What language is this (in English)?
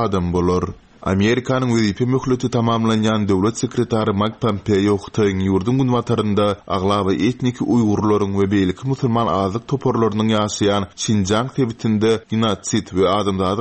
Turkmen